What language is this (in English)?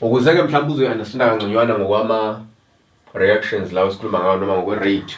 Zulu